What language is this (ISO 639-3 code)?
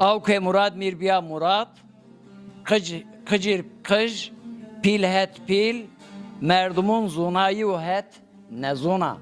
zza